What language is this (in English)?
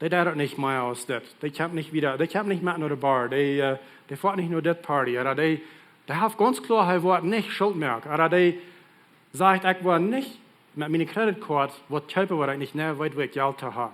Plautdietsch